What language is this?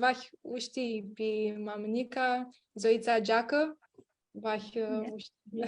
Aromanian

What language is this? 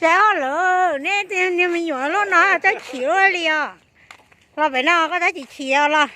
Hmong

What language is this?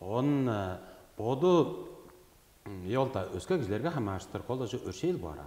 Tuvinian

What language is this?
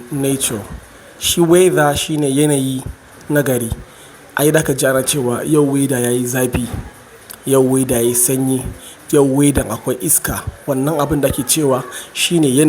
Hausa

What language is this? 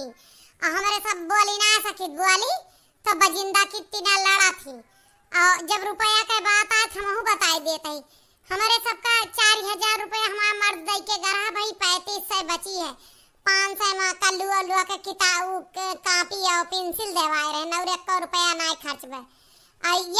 Awadhi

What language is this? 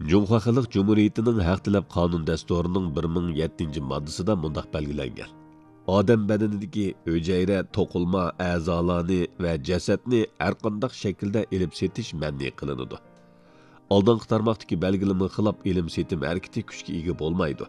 Uyghur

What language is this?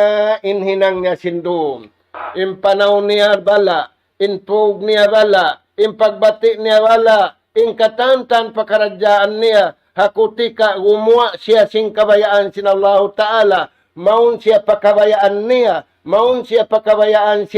Tausug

